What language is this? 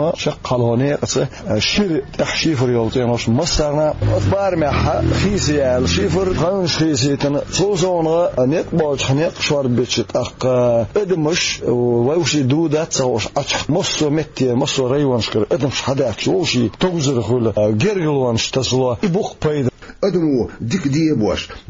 Chechen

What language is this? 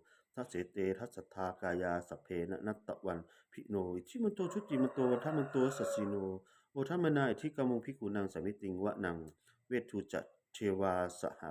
Pali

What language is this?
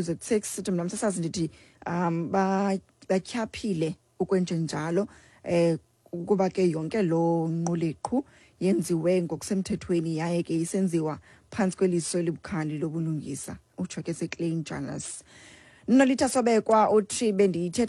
Xhosa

